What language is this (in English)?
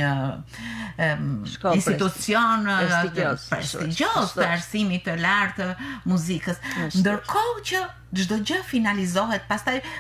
Albanian